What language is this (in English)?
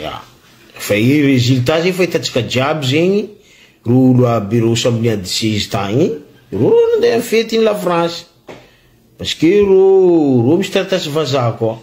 Malagasy